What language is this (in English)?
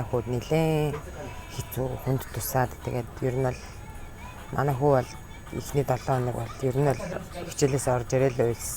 Mongolian